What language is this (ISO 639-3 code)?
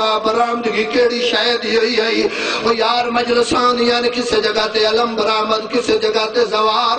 skr